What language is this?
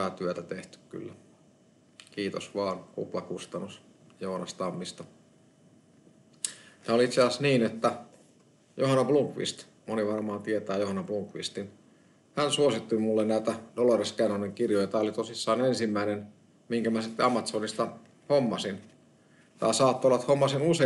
Finnish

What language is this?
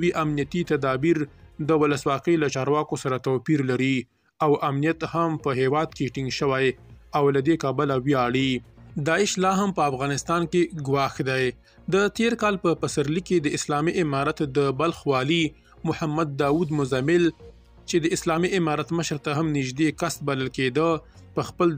Pashto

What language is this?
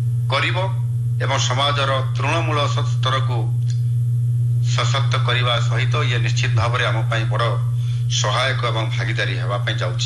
Odia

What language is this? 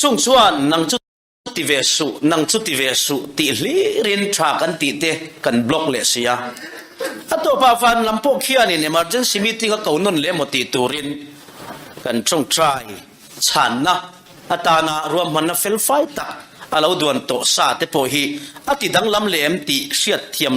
Mizo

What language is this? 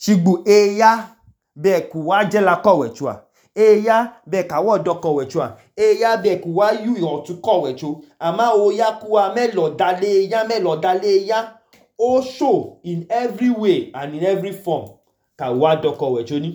Idoma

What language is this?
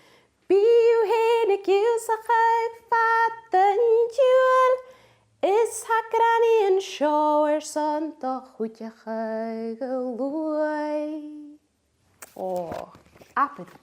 Scottish Gaelic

